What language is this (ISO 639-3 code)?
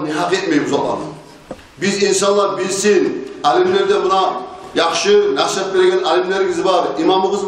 kum